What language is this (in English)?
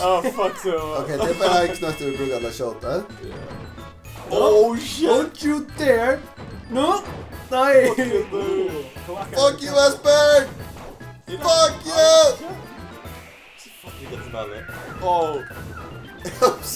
Faroese